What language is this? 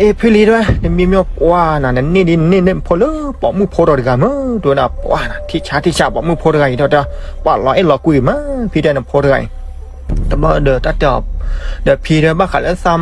S'gaw Karen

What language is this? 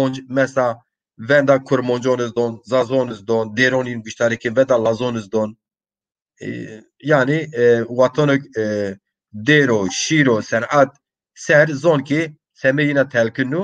Zaza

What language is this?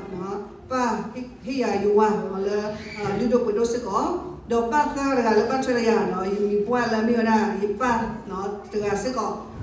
S'gaw Karen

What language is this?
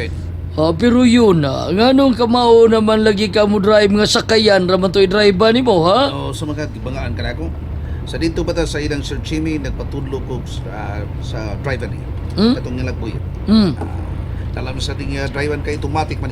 Cebuano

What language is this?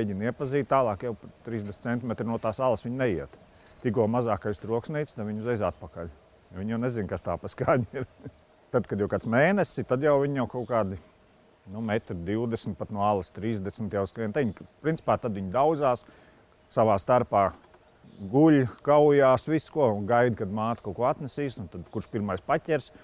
Latvian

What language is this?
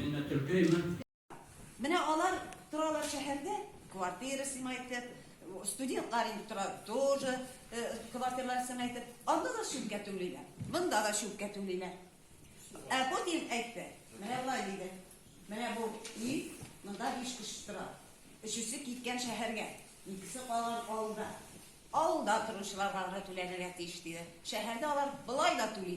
Tatar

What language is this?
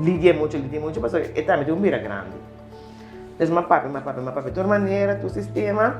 Papiamento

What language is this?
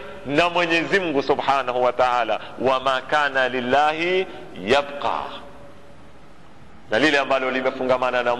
Swahili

